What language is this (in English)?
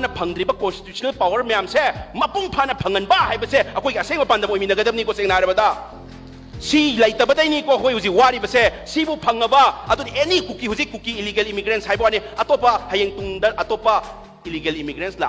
Manipuri